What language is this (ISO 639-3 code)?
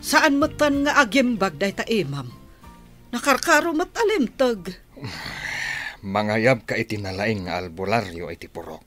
ilo